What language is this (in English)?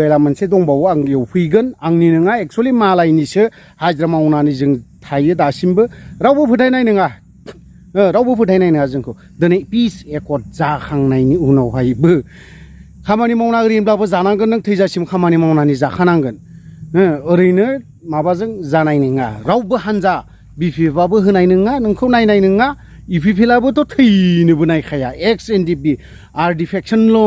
Bodo